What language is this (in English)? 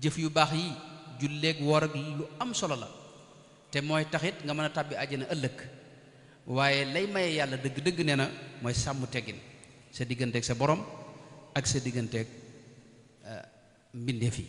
Wolof